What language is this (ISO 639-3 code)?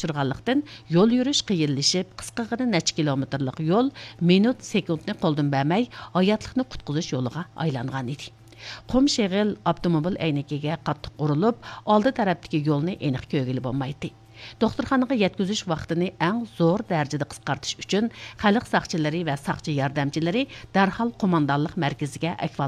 uig